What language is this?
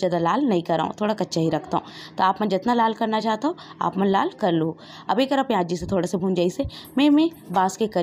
Chhattisgarhi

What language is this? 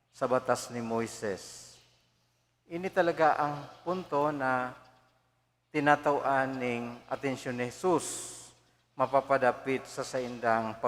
Bikol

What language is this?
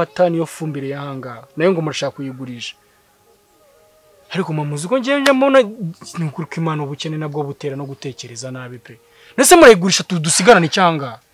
Kinyarwanda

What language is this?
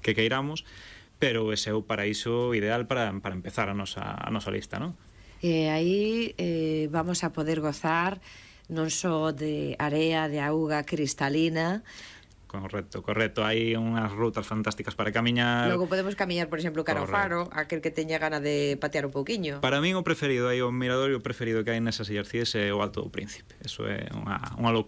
Galician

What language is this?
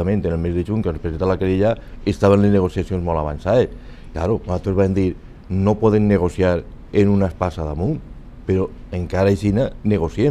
Catalan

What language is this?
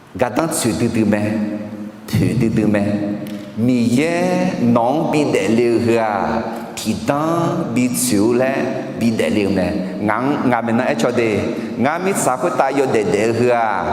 Akha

